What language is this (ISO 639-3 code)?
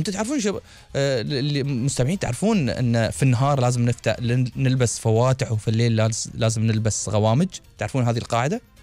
afb